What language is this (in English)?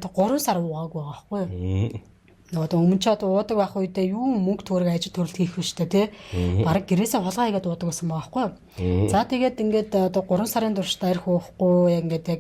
Mongolian